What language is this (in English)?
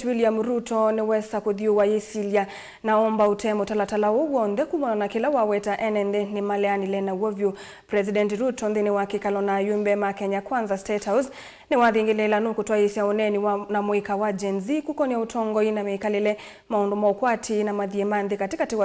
Kamba